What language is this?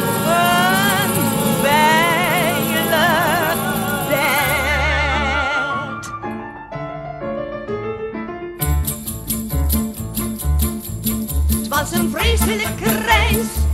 Dutch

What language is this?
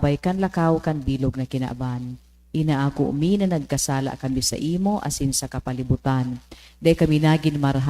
Bikol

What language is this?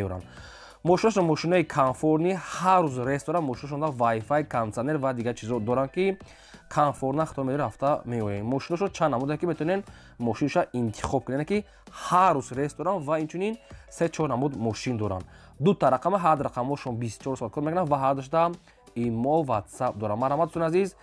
Tajik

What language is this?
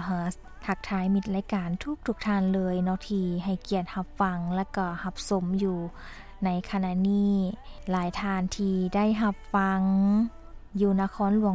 Lao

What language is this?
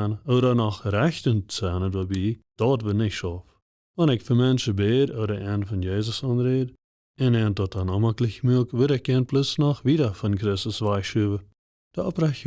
Plautdietsch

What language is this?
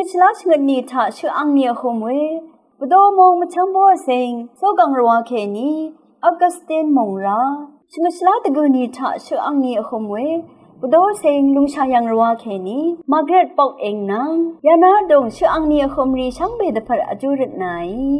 Rawang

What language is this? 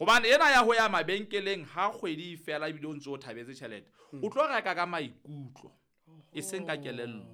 Southern Sotho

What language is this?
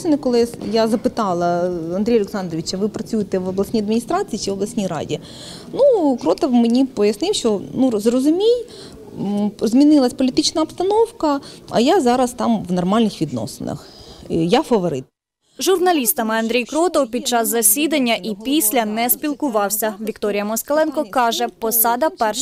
Ukrainian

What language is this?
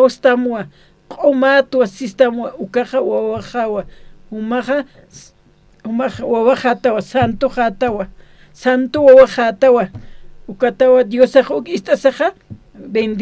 Aymara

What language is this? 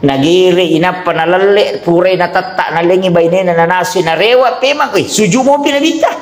Buginese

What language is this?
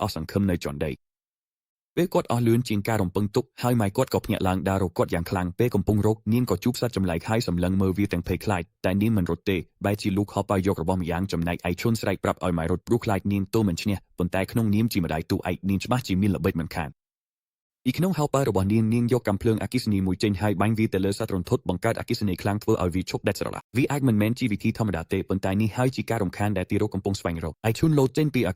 Khmer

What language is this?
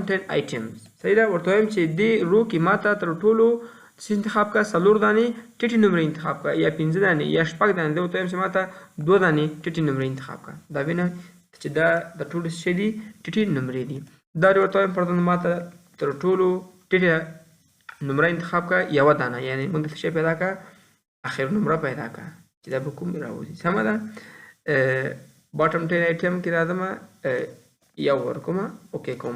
Pashto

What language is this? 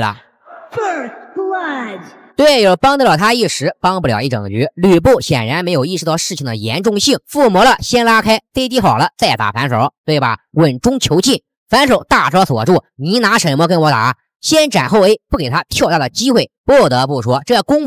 Chinese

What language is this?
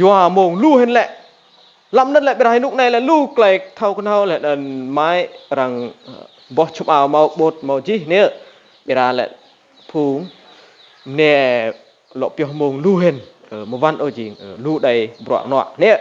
Rade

